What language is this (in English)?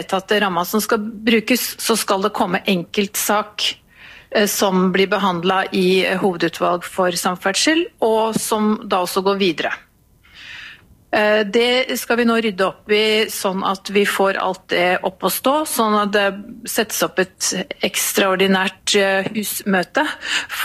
Norwegian